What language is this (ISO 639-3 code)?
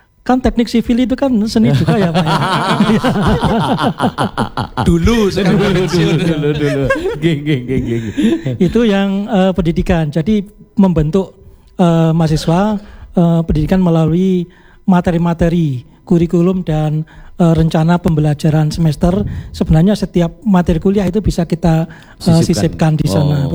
ind